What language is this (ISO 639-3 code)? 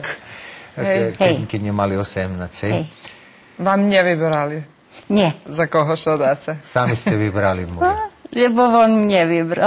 rue